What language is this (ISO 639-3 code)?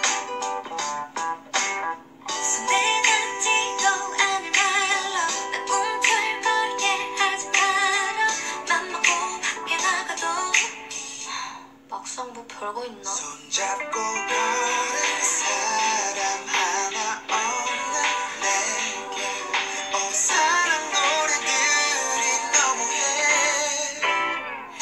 kor